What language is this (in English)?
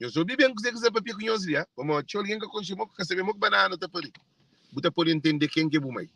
Kabuverdianu